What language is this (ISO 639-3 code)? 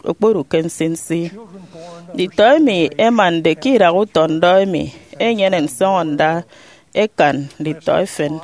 efi